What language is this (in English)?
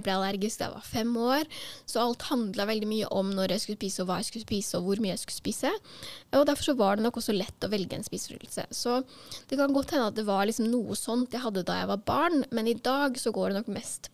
Norwegian